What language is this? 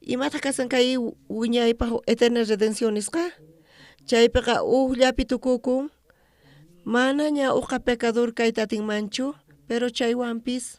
South Bolivian Quechua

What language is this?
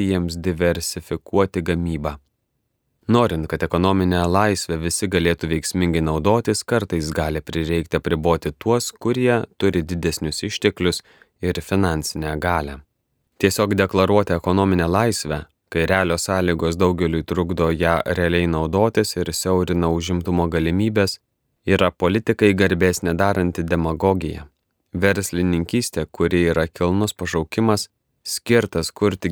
Lithuanian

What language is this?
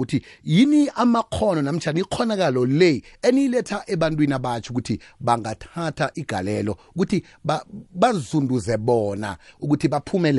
South Ndebele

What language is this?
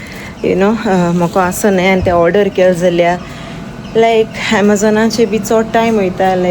Konkani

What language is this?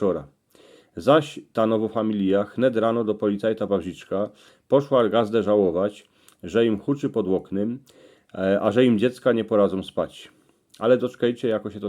Silesian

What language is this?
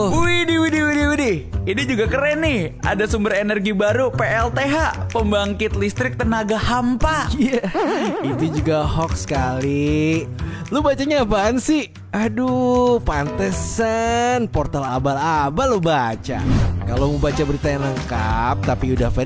Indonesian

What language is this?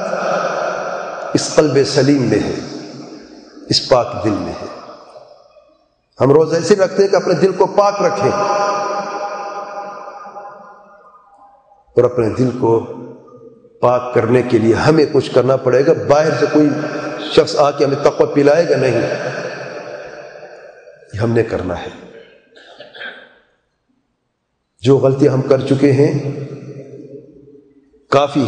Urdu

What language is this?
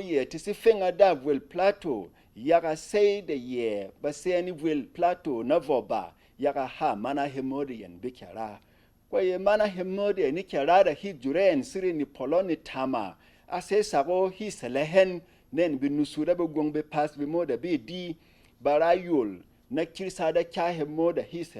Berom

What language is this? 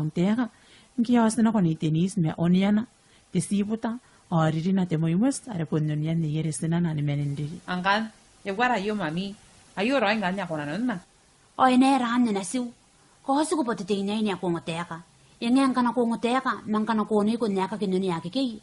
Gilbertese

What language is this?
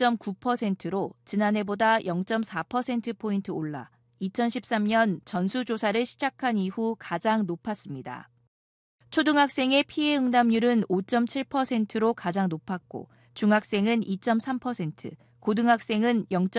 Korean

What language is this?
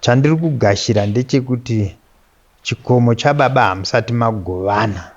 Shona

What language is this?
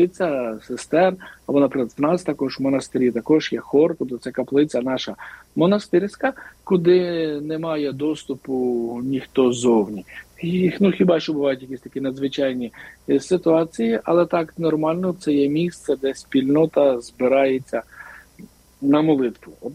Ukrainian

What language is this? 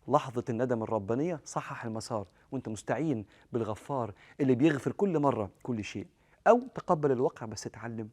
Egyptian Arabic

